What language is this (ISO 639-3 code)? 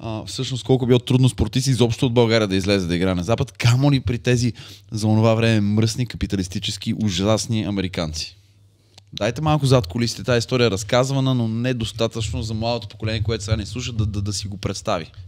bul